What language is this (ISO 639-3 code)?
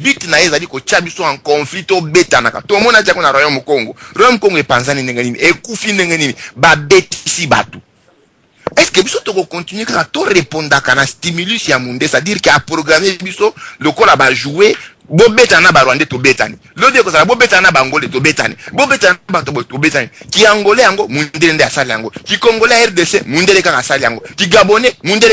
lin